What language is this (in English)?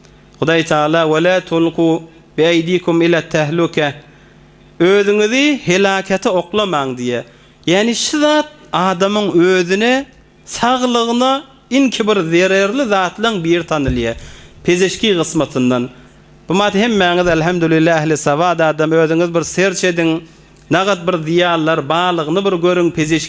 Turkmen